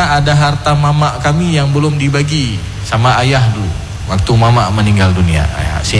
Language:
Indonesian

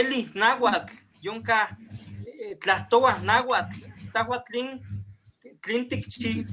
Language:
Eastern Huasteca Nahuatl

